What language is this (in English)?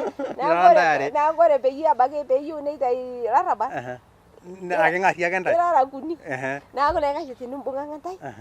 Masai